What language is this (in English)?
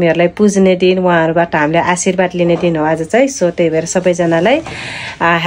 Nepali